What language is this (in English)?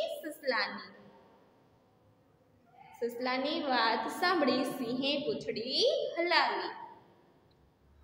Gujarati